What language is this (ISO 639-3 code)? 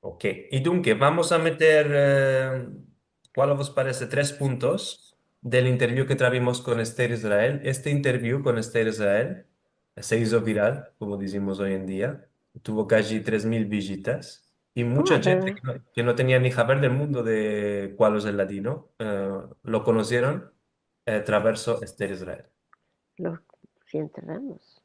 lad